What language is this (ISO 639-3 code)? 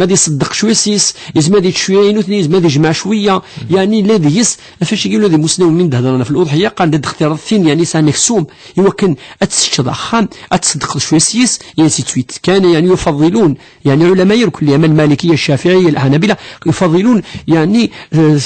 kab